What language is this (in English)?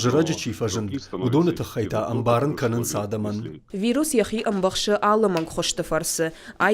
Ossetic